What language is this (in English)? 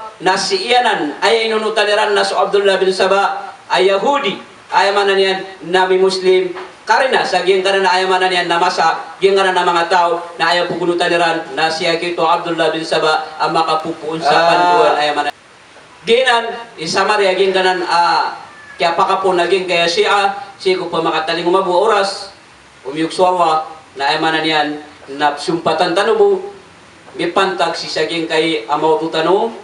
Maranao